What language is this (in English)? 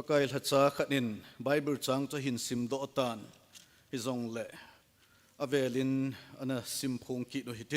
Thado Chin